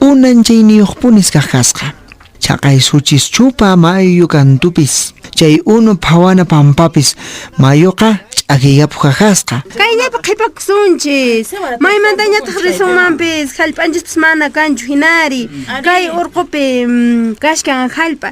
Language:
Quechua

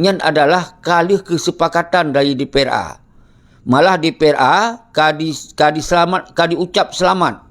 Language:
Achinese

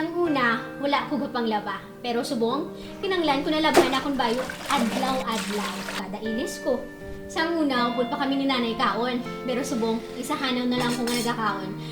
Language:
Hiligaynon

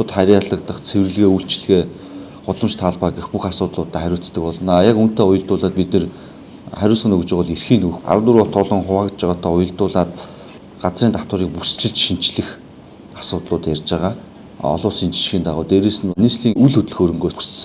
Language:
Mongolian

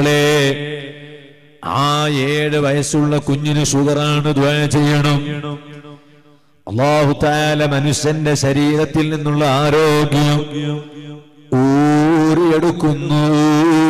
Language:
Malayalam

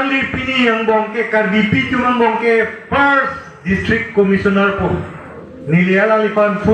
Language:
Karbi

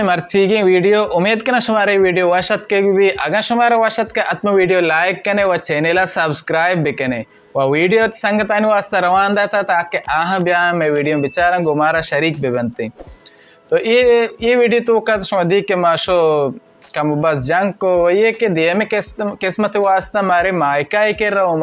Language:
Baluchi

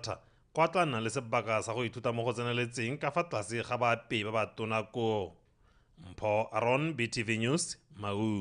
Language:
Tswana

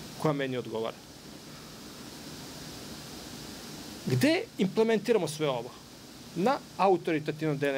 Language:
Serbian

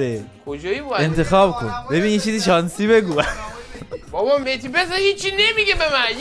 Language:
Persian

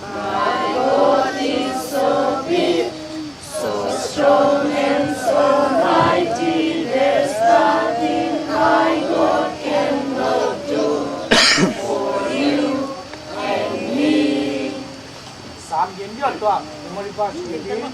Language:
Paite Chin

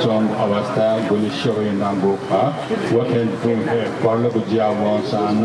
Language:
Newari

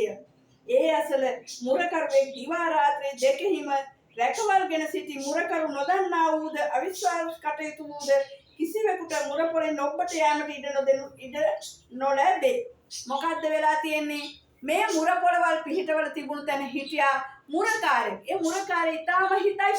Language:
Sinhala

